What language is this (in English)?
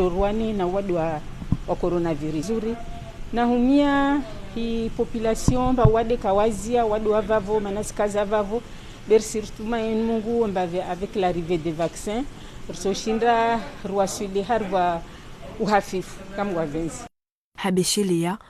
Ngazidja Comorian